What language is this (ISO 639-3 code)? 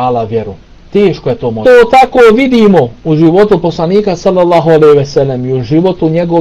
bos